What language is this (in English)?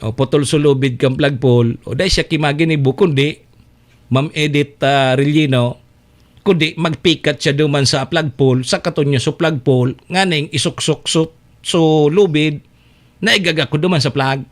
Bikol